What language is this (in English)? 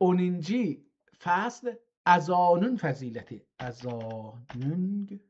South Azerbaijani